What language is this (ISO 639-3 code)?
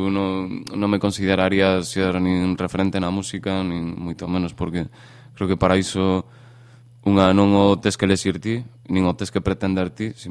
glg